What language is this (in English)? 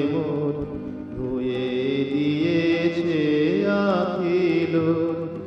Bangla